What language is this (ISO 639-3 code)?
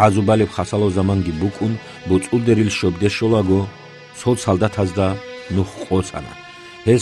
ava